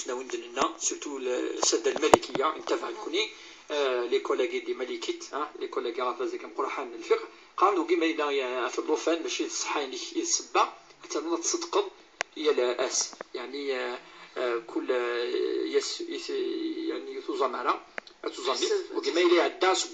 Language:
Kabyle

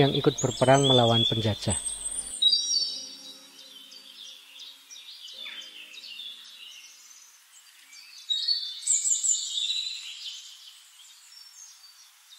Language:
Indonesian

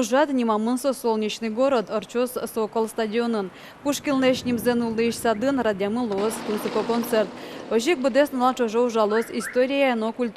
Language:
Udmurt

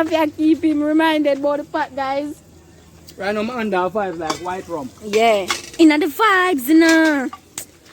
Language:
Jamaican Creole English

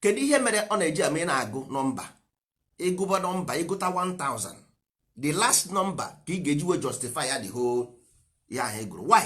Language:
Igbo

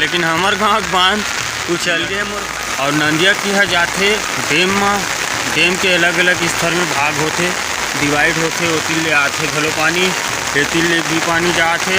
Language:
Chhattisgarhi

